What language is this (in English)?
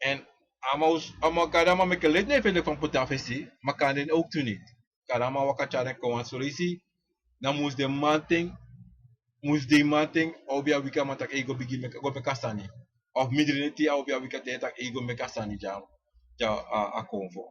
Sranan Tongo